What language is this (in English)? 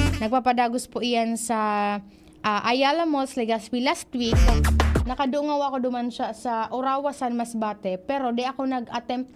Bikol